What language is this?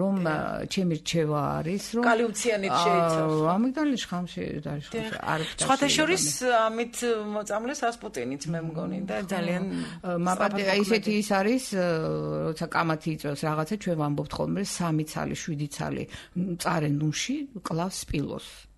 Georgian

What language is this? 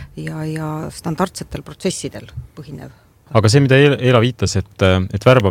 Estonian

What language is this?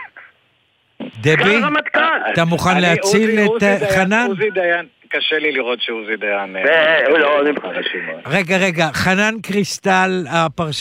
Hebrew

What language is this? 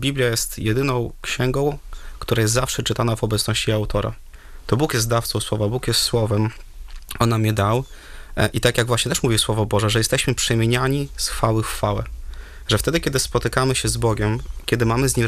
Polish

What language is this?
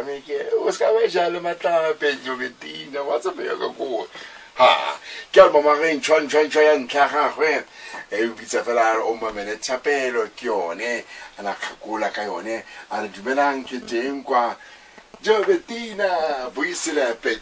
Tswana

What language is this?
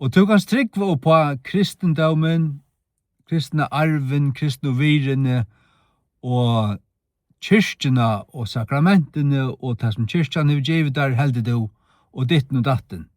Faroese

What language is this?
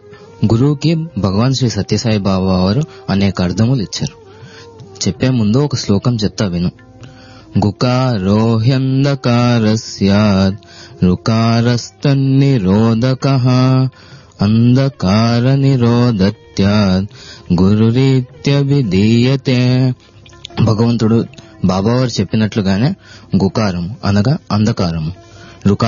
Telugu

